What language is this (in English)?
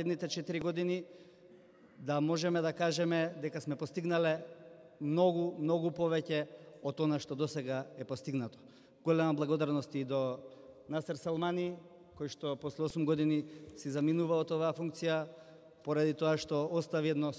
Macedonian